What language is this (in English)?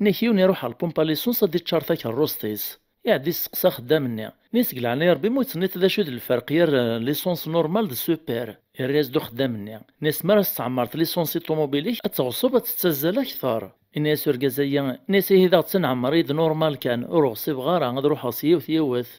Kabyle